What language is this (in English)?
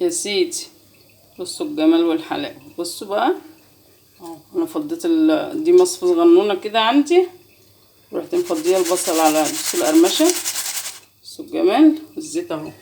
Egyptian Arabic